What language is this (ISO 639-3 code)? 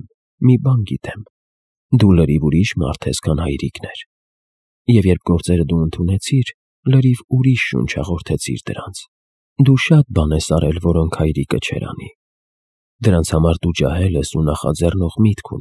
hye